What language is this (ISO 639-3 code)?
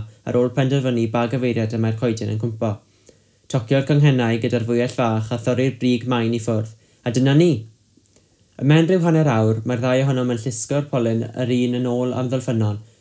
cym